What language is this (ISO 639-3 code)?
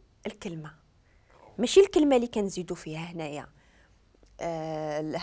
ary